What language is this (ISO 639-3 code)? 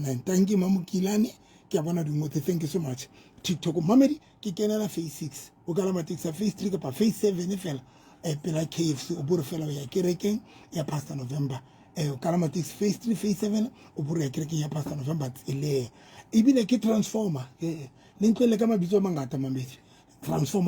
sot